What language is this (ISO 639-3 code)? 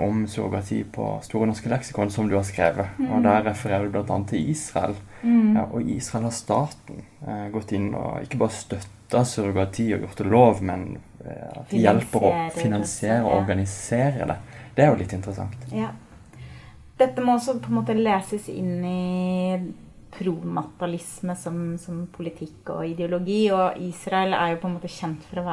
nor